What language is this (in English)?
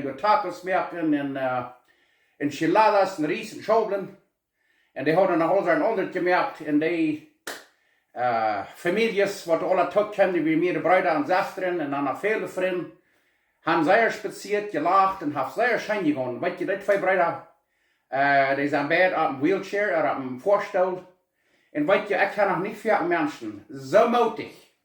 Plautdietsch